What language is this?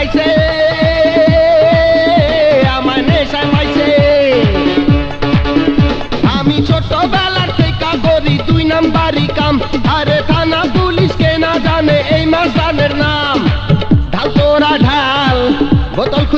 Bangla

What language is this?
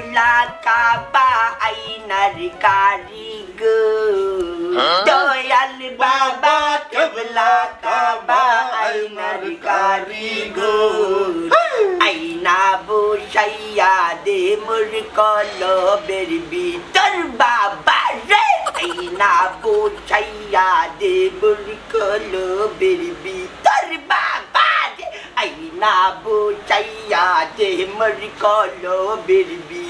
Sylheti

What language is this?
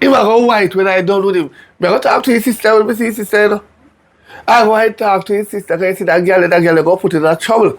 Jamaican Creole English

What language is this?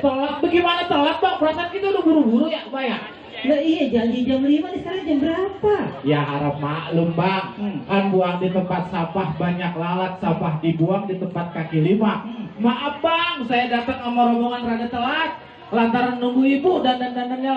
Betawi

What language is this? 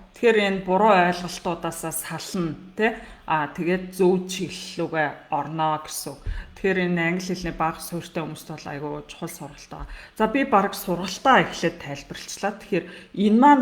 Mongolian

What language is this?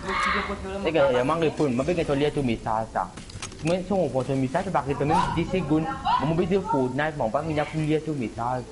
Morisyen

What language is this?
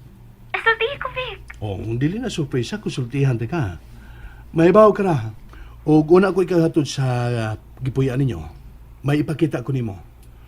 Cebuano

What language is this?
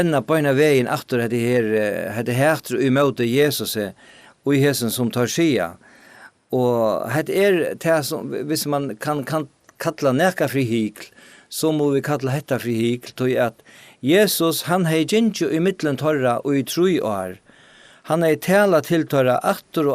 Faroese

